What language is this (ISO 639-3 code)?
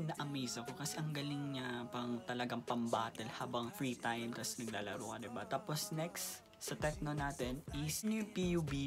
fil